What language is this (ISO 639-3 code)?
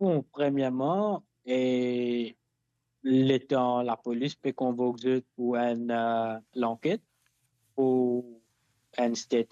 mfe